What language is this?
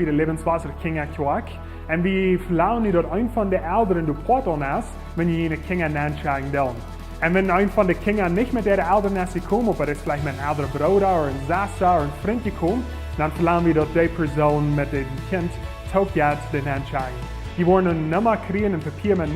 Plautdietsch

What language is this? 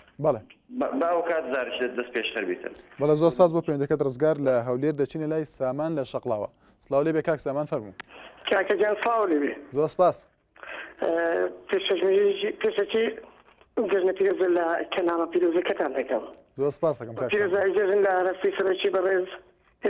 Central Kurdish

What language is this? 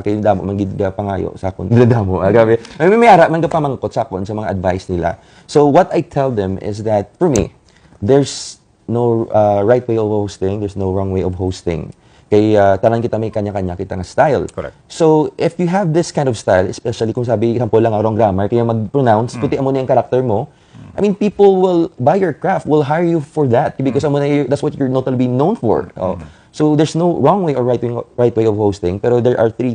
Hiligaynon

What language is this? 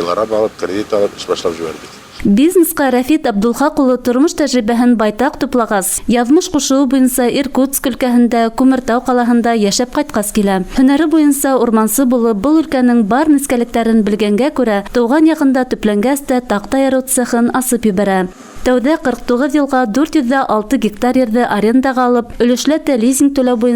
Bashkir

